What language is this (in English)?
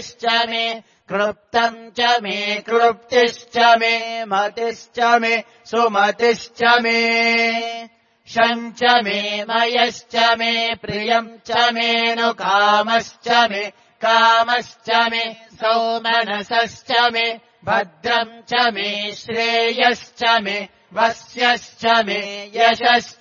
Sanskrit